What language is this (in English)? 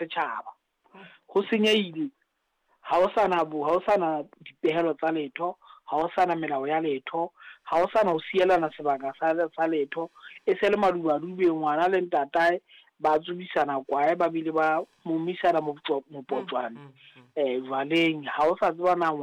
Southern Sotho